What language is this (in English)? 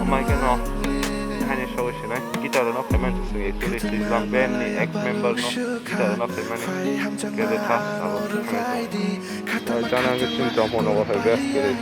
Kok Borok